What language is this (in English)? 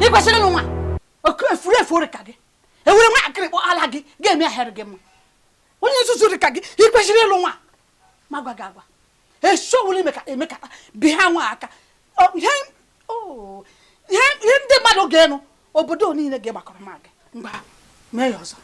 Igbo